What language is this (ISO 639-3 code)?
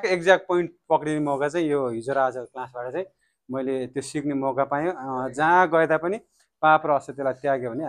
nep